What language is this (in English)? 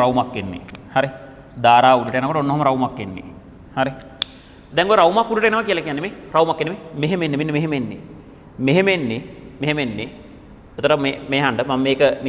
Sinhala